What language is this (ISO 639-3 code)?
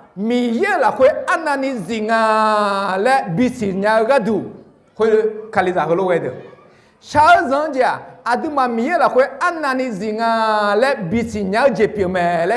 ahk